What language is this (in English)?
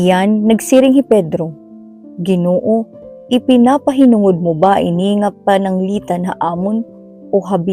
Waray